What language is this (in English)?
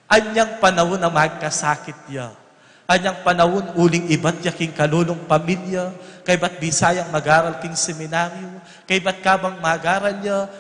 Pampanga